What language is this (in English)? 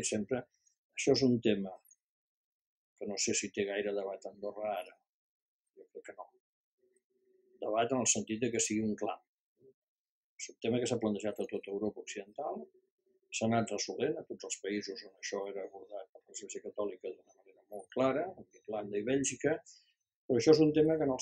Catalan